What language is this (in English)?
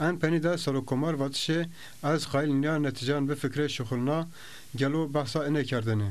Zaza